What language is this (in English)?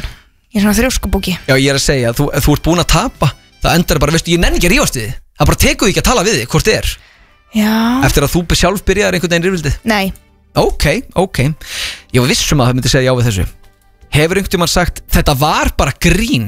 Icelandic